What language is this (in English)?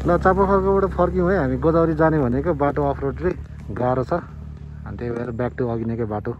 Nepali